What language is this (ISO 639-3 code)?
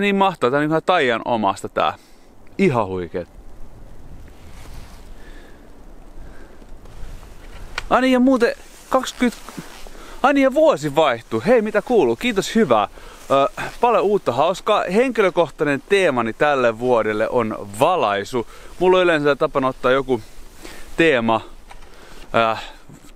fin